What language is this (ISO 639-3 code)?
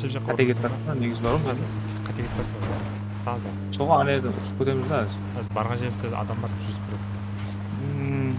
kaa